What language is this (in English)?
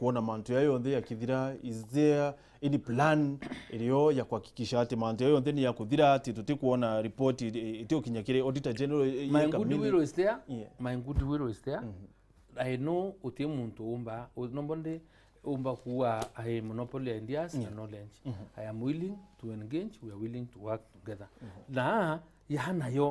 Meru